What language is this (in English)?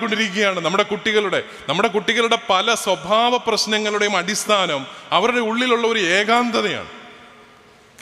Malayalam